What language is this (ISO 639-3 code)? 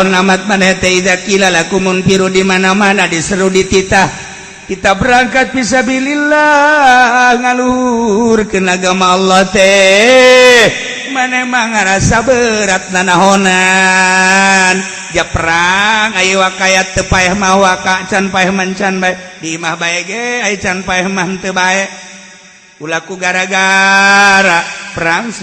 sun